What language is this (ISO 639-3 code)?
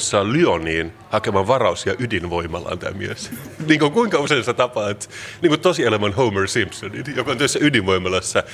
fin